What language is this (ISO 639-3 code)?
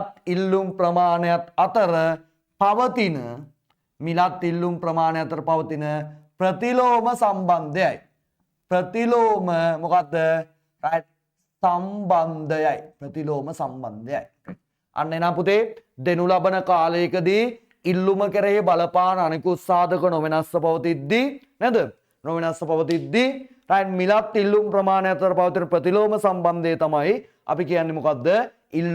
sin